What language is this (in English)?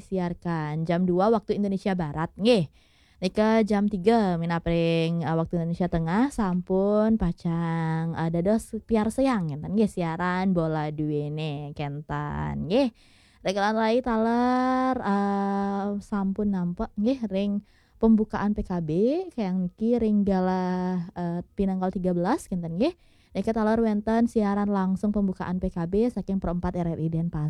Balinese